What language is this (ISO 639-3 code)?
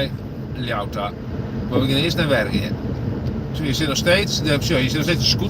fry